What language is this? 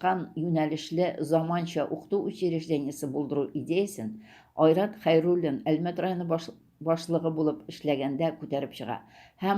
Tatar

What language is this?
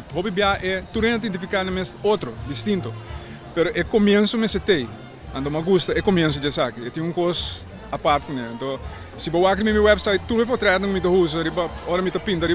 Papiamento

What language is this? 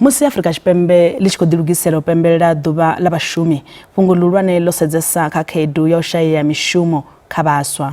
Venda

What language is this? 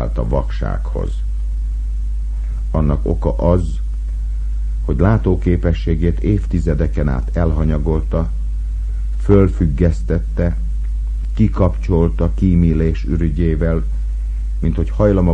Hungarian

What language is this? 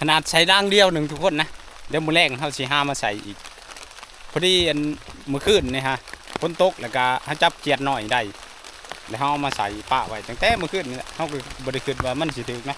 Northeastern Thai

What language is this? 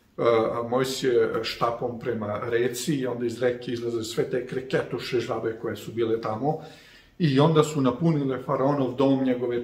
Serbian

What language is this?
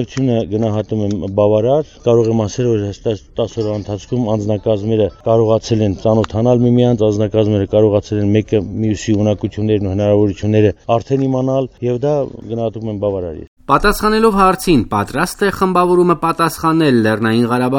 Armenian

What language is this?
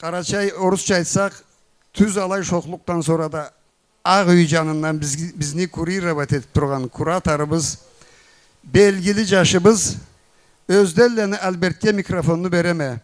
Karachay-Balkar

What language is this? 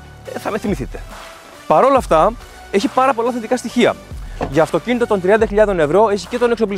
Greek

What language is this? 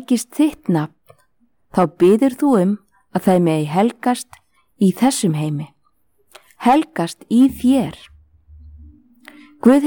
Icelandic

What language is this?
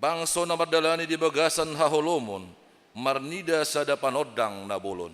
Batak Toba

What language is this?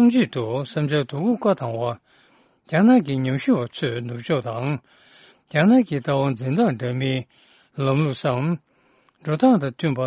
Tibetan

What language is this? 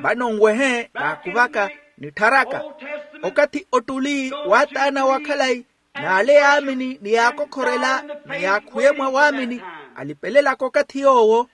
Makhuwa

